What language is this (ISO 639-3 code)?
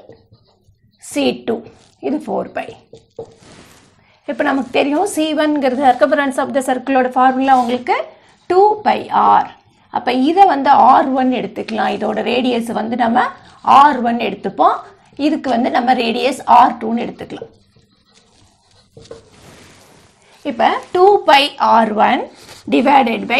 tam